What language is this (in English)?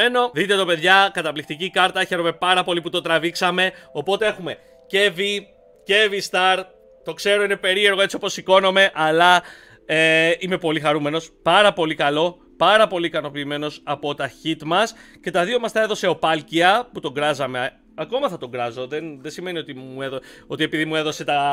Greek